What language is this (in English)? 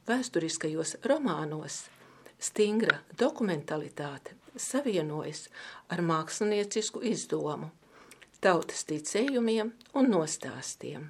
Latvian